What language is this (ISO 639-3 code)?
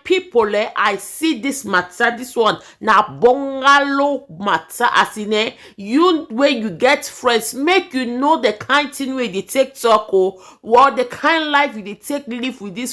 pcm